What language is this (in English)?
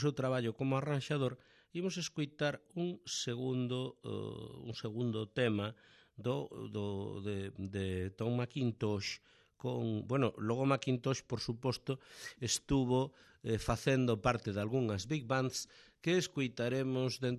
Galician